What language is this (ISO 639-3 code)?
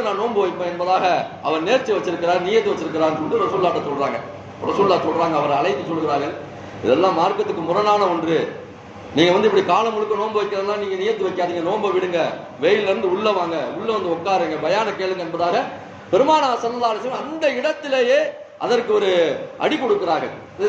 tam